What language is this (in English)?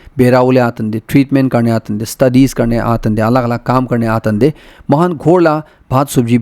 Naga Pidgin